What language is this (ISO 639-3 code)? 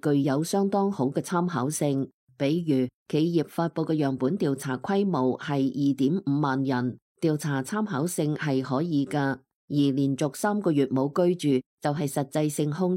yue